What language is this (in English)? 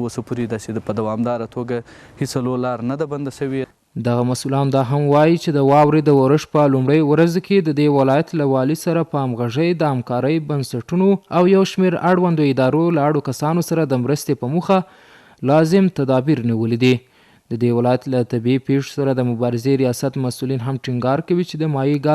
Pashto